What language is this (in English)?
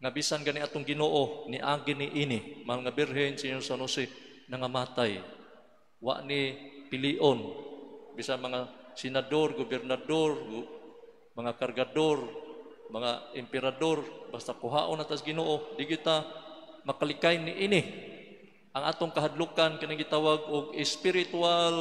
Cebuano